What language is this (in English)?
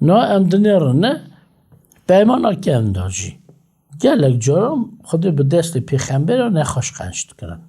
Kurdish